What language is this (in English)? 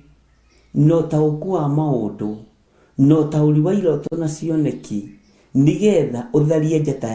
Kikuyu